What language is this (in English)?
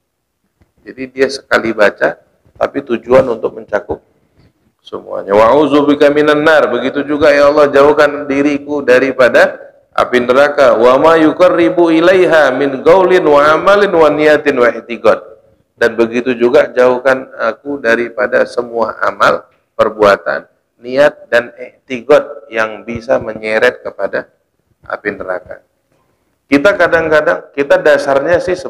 Indonesian